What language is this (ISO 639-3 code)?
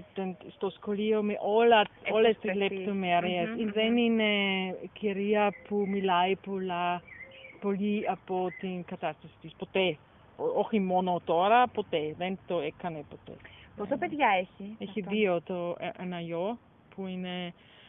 ell